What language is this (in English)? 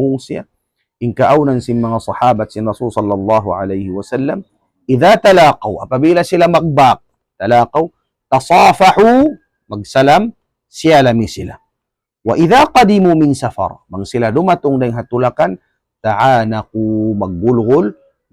Tausug